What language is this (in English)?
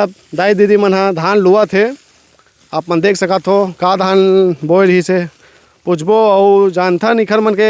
Chhattisgarhi